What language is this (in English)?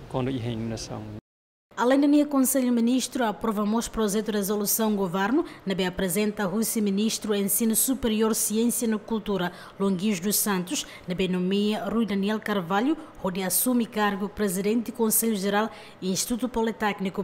Tetum